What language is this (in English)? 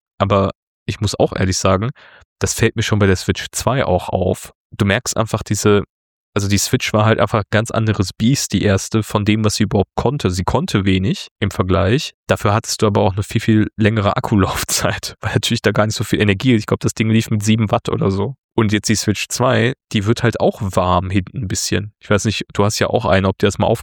German